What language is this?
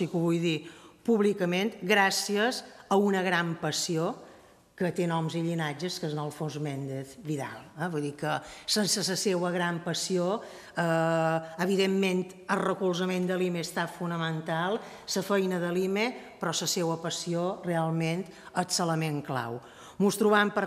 Catalan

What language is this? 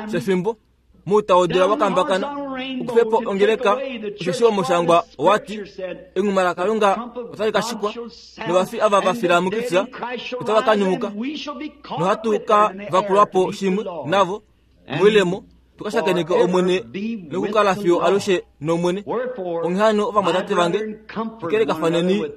Kuanyama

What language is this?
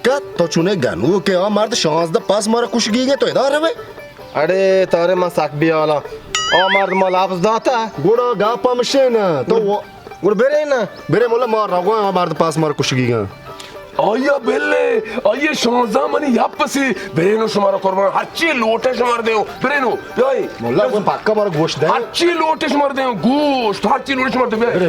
Baluchi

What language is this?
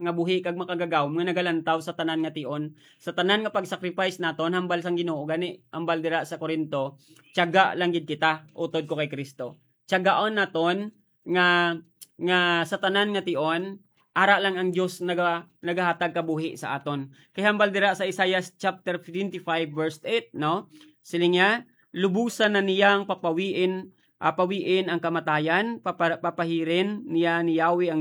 Hiligaynon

